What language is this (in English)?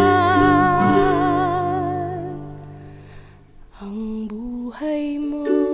Filipino